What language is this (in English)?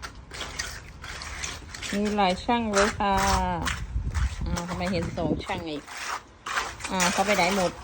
Lao